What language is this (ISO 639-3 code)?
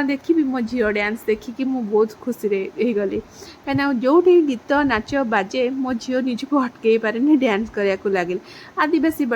ori